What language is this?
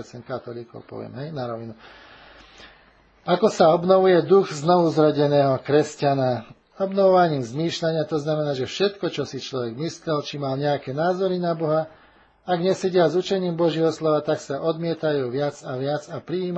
Slovak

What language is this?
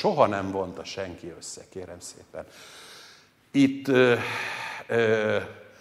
Hungarian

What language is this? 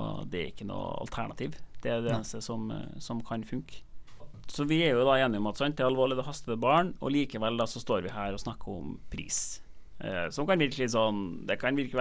Norwegian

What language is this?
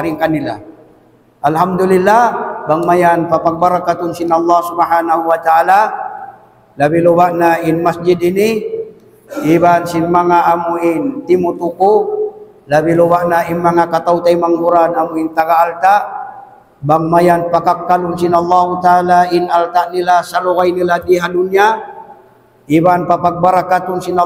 Tausug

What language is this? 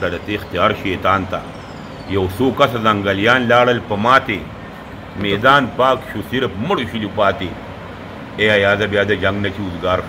Pashto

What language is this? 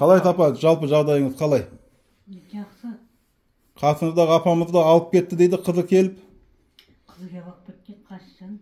Kazakh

